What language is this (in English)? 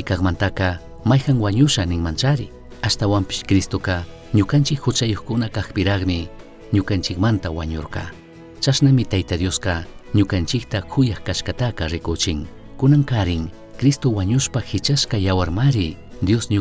Chimborazo Highland Quichua